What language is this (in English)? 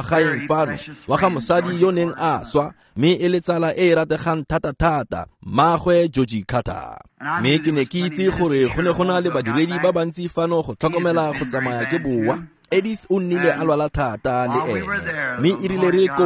Tswana